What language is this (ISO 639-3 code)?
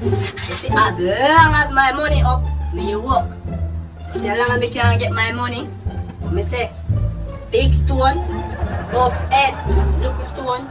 jam